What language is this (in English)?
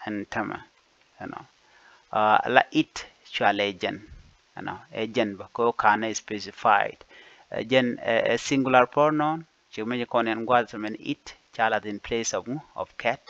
Nuer